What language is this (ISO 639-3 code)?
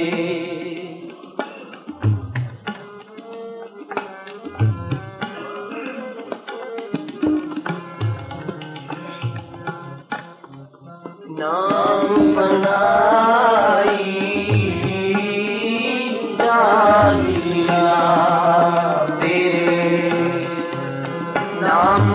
hin